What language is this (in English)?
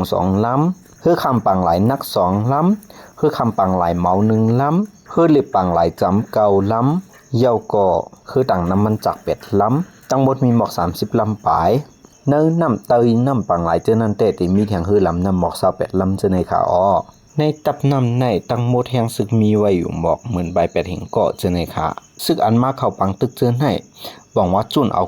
Shan